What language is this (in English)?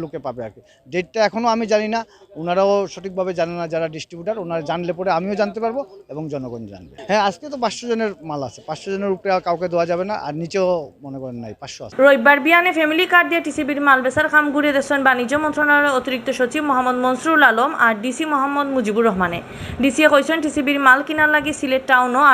Sylheti